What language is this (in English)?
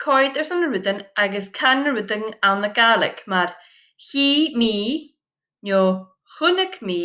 Scottish Gaelic